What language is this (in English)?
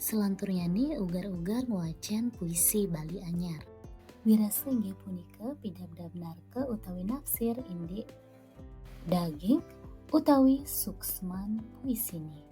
Balinese